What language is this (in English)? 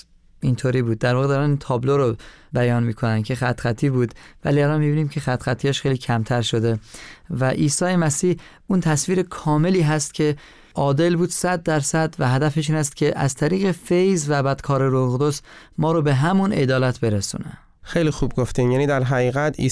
Persian